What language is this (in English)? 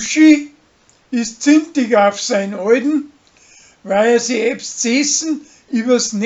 Bavarian